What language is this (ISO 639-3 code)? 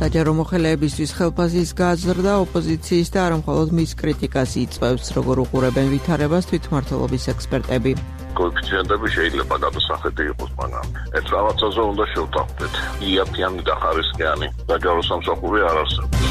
kat